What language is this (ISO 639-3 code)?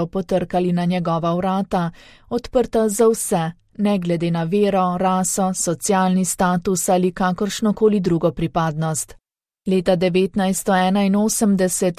slv